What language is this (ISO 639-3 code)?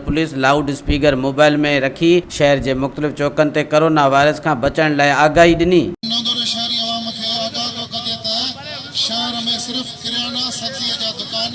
snd